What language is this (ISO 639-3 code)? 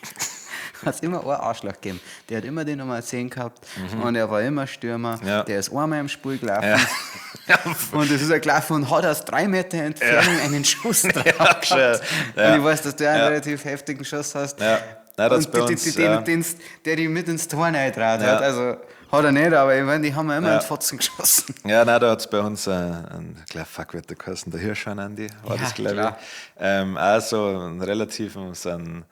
bar